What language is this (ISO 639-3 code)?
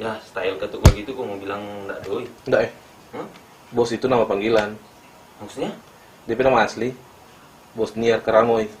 xmm